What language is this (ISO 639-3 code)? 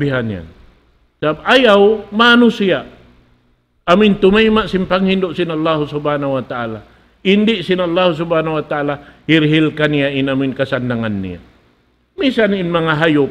tsg